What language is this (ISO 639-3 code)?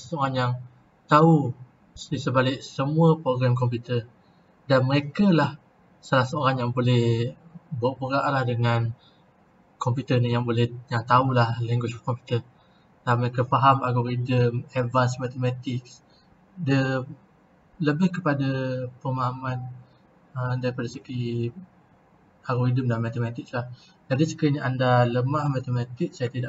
msa